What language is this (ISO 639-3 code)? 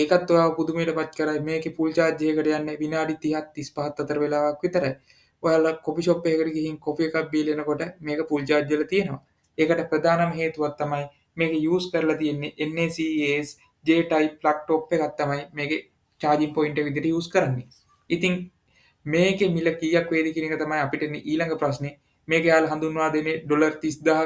sin